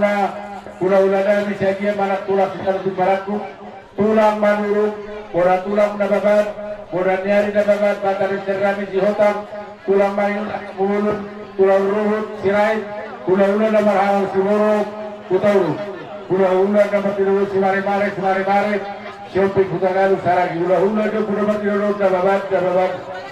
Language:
Batak Toba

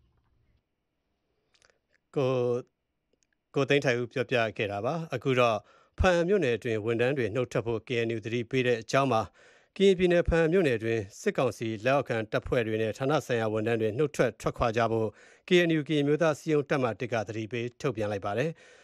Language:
Burmese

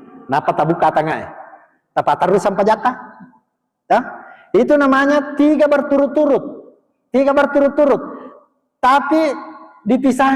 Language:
Buginese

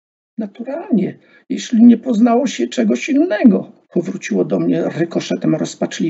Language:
Polish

